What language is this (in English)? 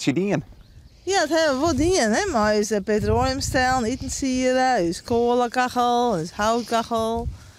Western Frisian